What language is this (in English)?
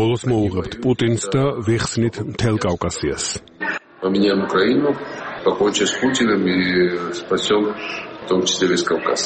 Georgian